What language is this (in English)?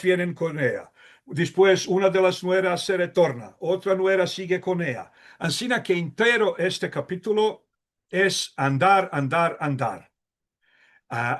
Ladino